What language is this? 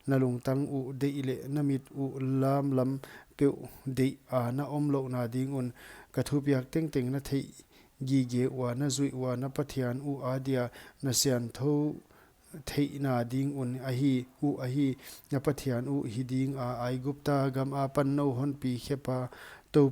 Paite Chin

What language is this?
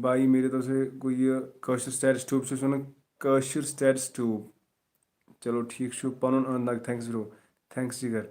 Kashmiri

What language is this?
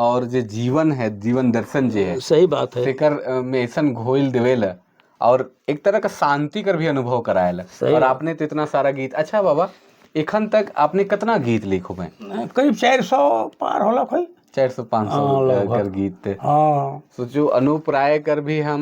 Sadri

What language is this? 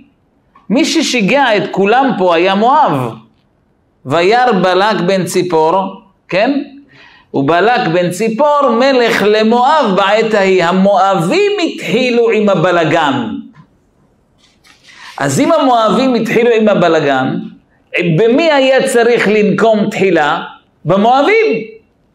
Hebrew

